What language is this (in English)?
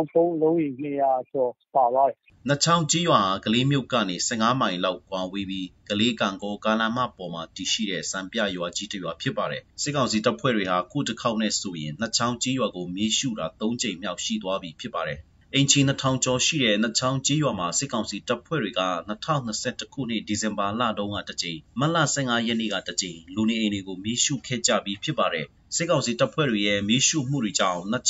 Burmese